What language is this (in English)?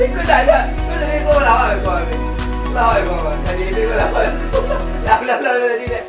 Minangkabau